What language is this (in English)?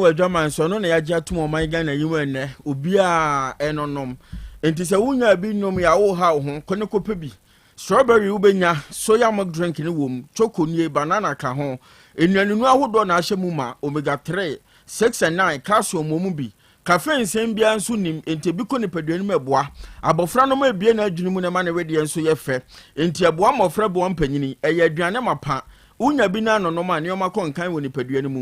Akan